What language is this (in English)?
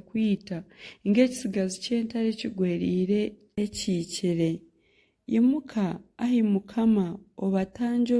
Nyankole